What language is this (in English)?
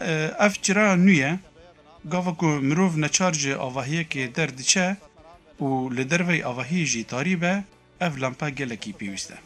Kurdish